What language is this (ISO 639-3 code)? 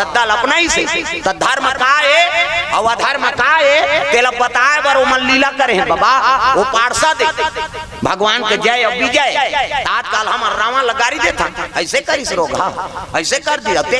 hne